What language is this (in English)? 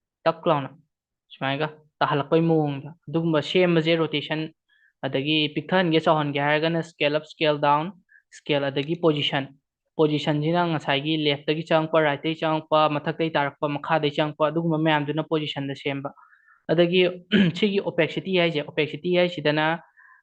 Manipuri